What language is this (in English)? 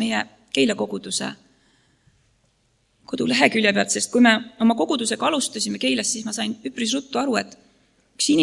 Estonian